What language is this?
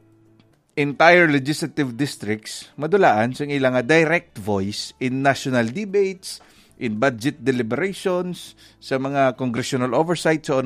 Hiligaynon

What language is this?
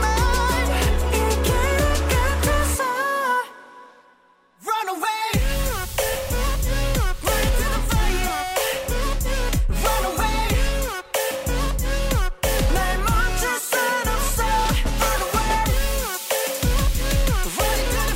Korean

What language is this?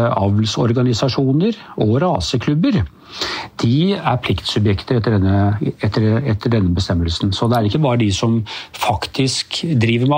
Norwegian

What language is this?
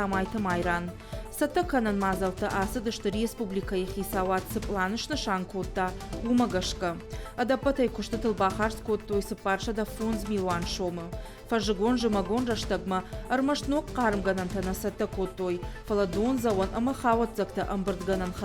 Ossetic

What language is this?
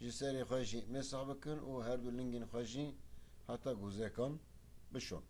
Kurdish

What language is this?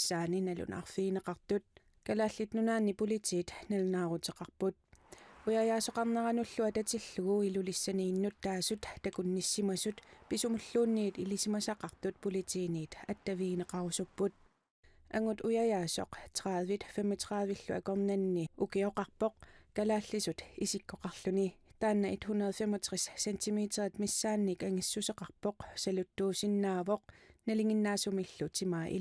Kalaallisut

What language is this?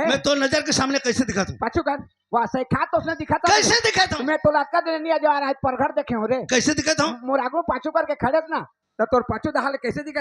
Chhattisgarhi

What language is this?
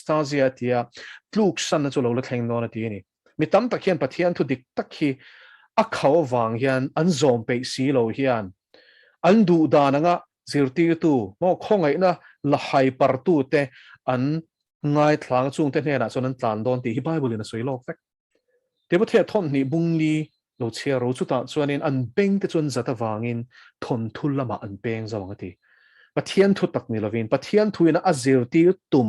Mizo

